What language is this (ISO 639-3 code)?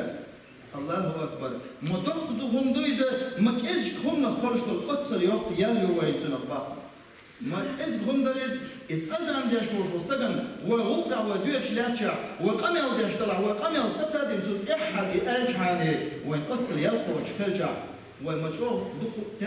che